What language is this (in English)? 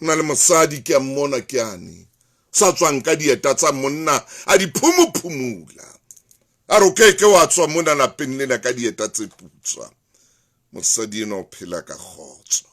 Southern Sotho